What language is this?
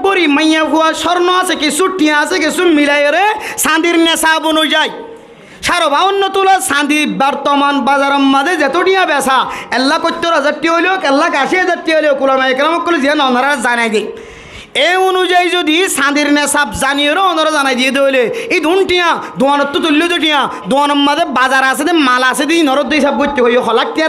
Rohingya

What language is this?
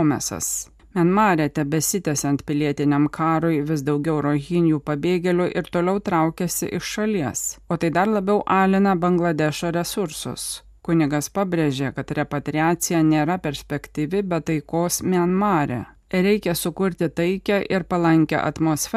Lithuanian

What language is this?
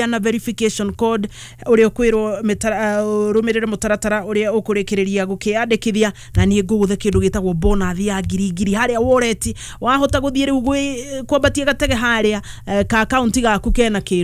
Kikuyu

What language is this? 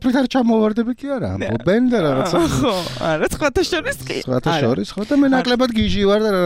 Georgian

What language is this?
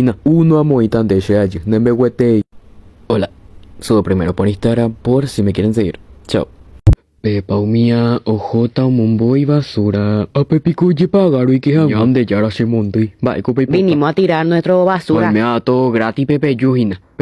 Guarani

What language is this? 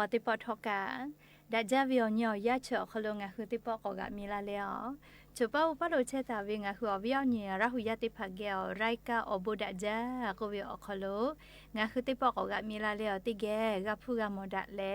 Lahu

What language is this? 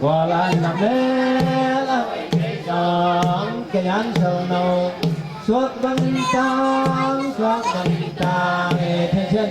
Tedim Chin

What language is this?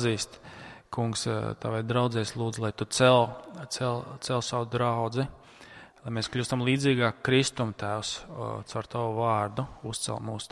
Latvian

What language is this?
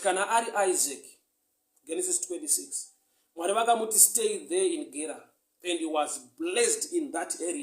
Shona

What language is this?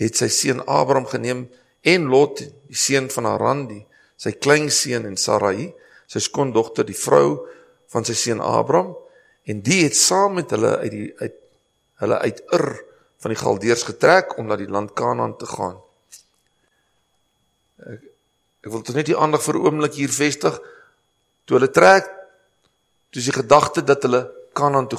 Afrikaans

